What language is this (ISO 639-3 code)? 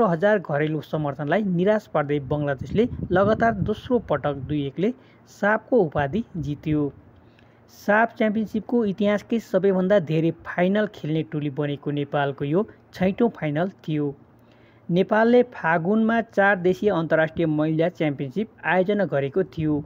nep